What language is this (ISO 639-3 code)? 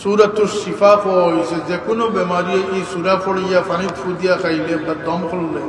syl